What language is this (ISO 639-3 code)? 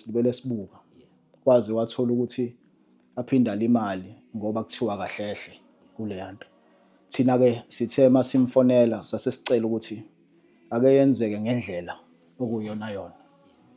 zul